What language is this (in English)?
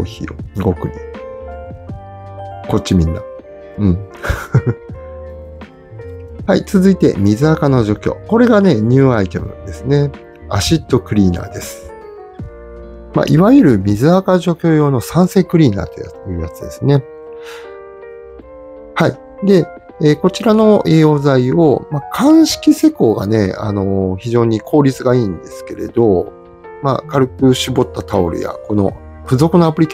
Japanese